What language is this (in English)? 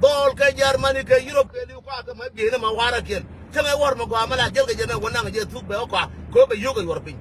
Nuer